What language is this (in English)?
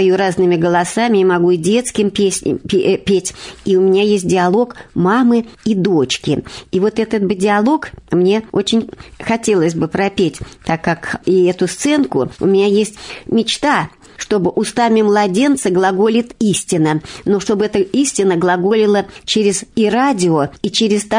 Russian